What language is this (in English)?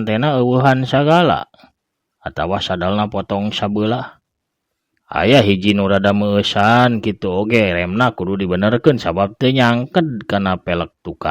Sundanese